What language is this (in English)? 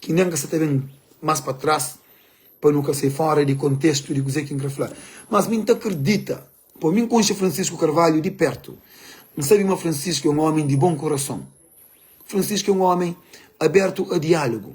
Kabuverdianu